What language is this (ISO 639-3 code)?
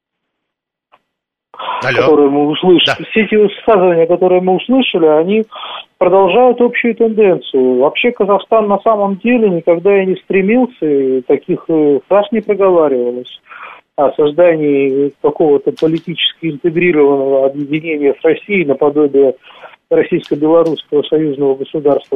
rus